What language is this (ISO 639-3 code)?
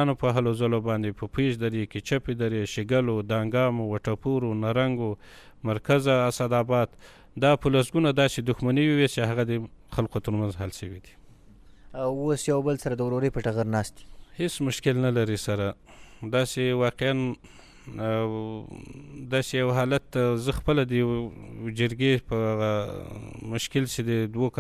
pus